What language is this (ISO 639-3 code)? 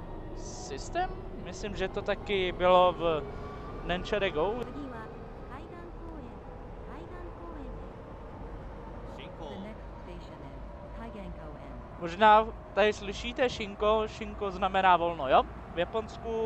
ces